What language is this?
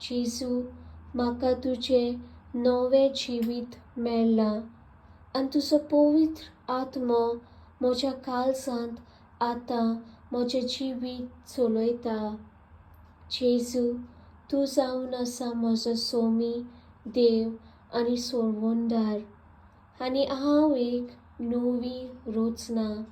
Konkani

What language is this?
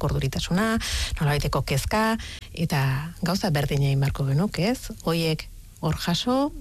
Basque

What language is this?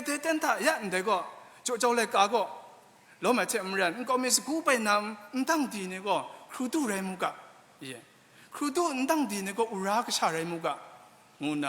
Kachin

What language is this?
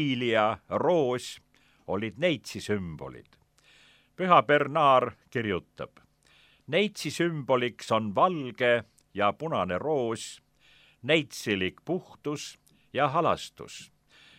Estonian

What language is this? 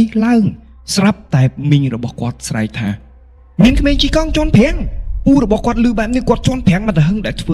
Khmer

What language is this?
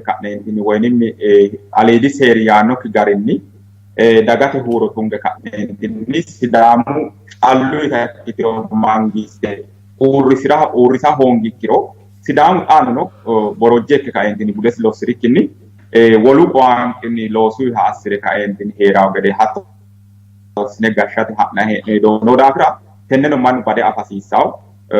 Sidamo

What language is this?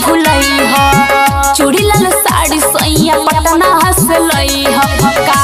Bhojpuri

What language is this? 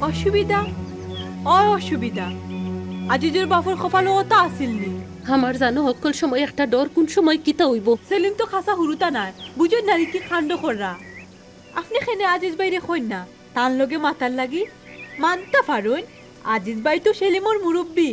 Sylheti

